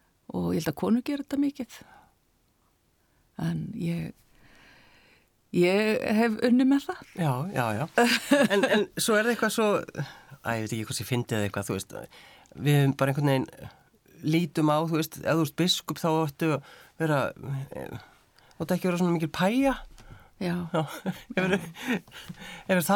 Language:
Icelandic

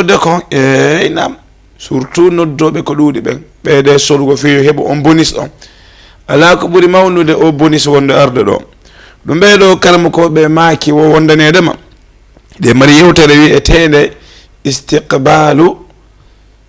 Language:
Fula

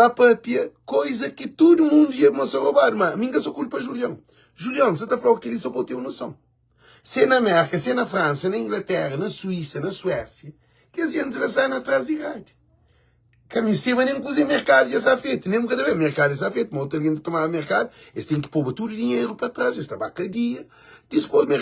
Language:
Kabuverdianu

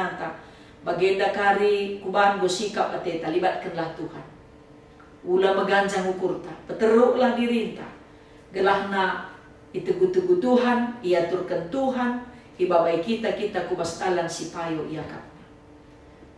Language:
Batak Karo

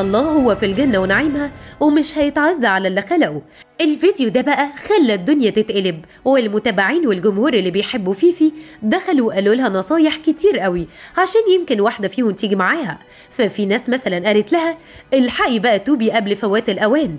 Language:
Egyptian Arabic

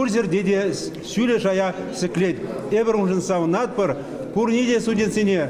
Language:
Chuvash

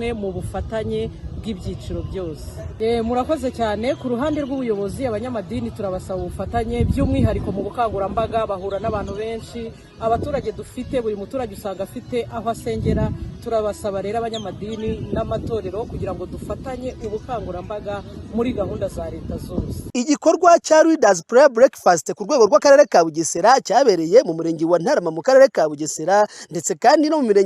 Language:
Kinyarwanda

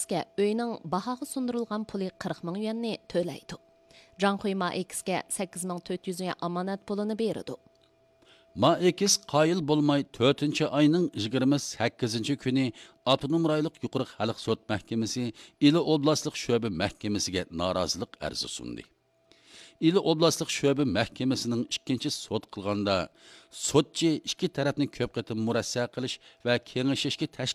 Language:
Uyghur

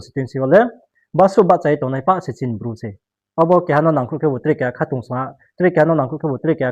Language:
Riang (India)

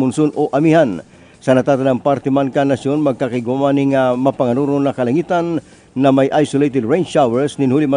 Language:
Bikol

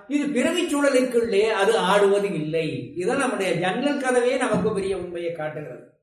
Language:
Tamil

